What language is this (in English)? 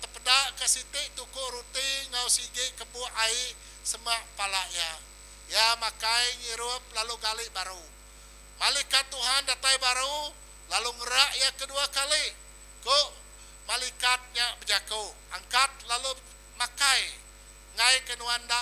Iban